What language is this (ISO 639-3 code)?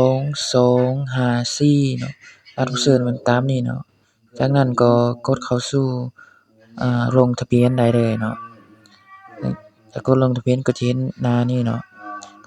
lao